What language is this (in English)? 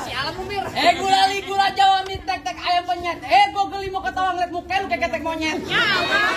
Betawi